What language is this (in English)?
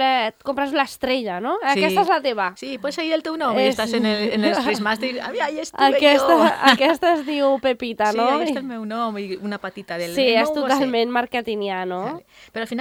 Catalan